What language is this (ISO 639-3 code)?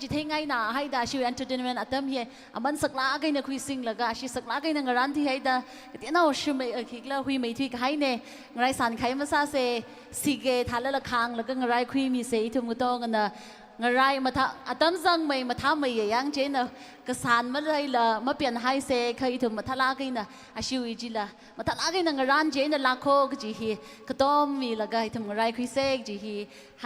nmf